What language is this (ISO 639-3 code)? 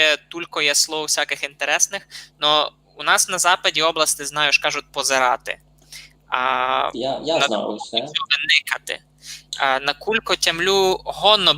rue